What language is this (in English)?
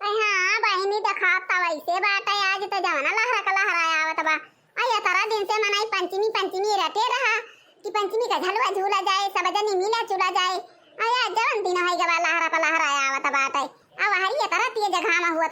Awadhi